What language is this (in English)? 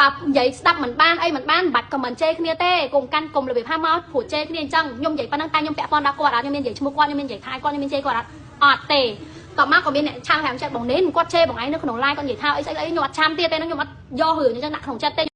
Khmer